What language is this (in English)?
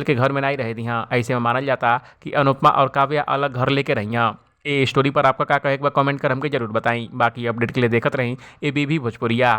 Bhojpuri